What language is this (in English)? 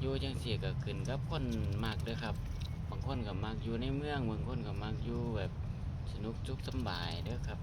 Northeastern Thai